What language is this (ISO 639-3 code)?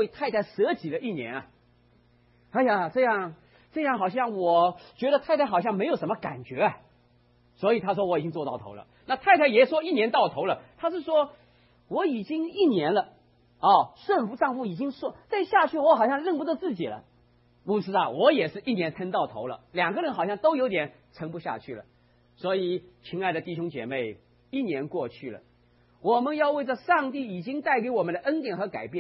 zho